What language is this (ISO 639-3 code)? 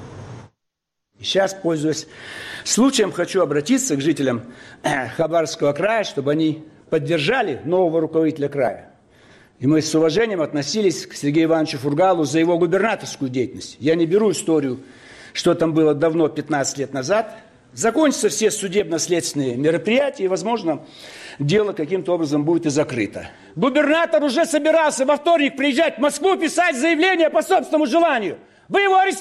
rus